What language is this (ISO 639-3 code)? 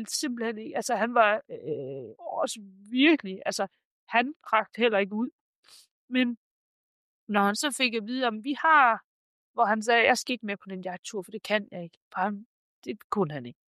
dan